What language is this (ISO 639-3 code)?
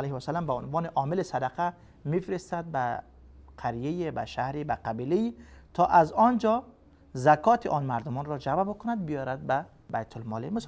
fas